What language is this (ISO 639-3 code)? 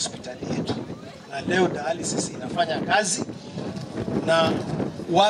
swa